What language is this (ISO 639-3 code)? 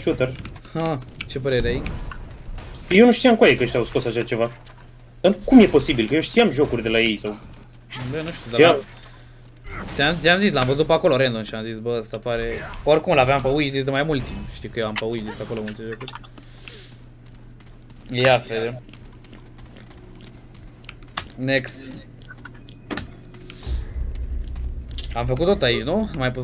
ron